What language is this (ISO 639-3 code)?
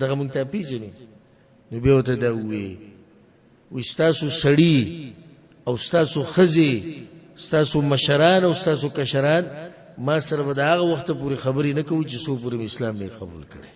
pus